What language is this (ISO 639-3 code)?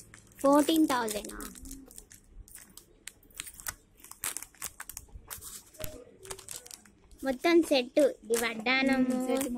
tel